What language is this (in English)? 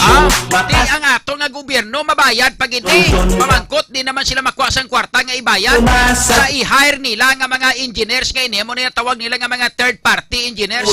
Hiligaynon